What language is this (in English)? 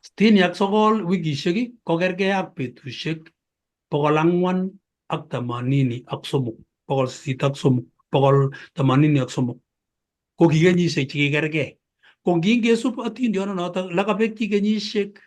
Kalenjin